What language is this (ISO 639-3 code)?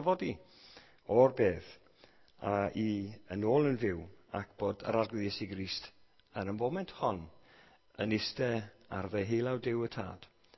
cym